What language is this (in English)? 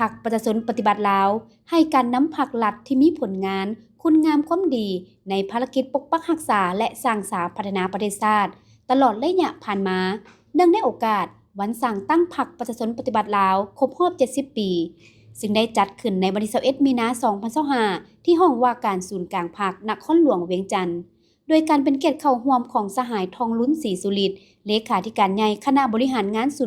Lao